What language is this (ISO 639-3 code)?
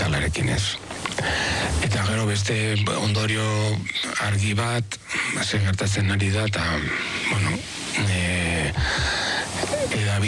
eus